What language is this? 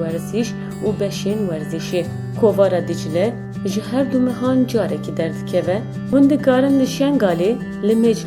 Kurdish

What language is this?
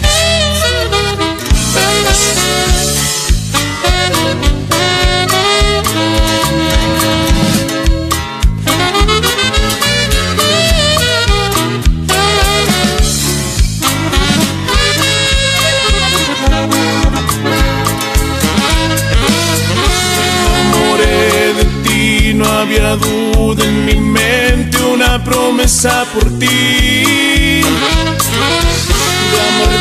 Spanish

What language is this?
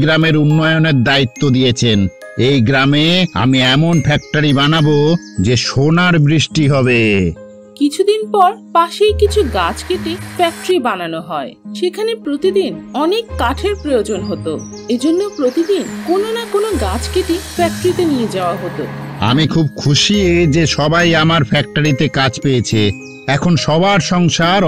Bangla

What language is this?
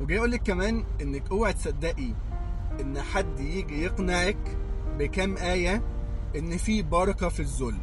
Egyptian Arabic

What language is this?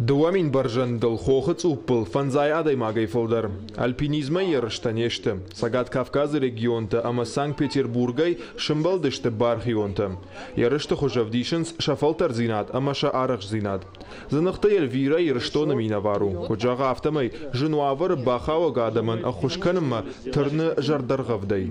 Ossetic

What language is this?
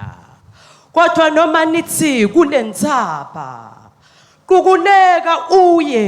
Swati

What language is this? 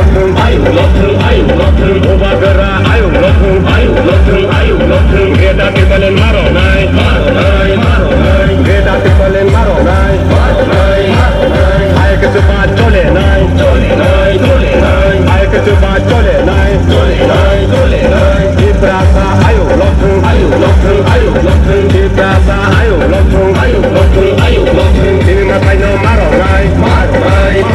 Kok Borok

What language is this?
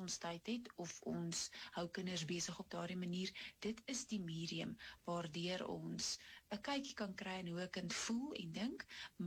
Afrikaans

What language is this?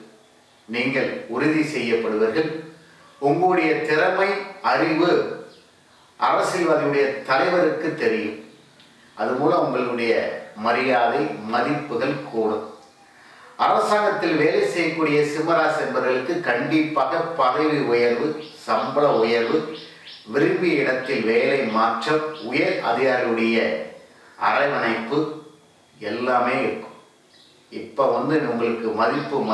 Tamil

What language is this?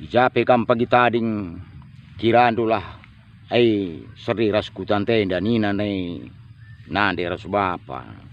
Batak Karo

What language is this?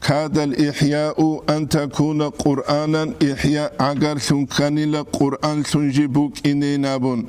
Avaric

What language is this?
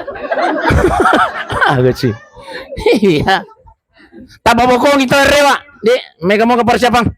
Buginese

